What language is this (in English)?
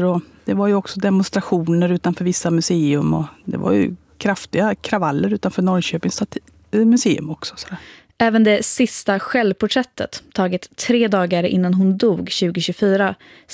Swedish